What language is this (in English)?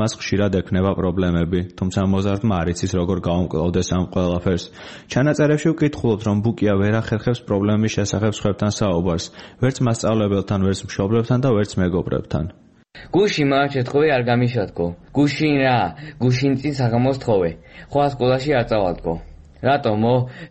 Georgian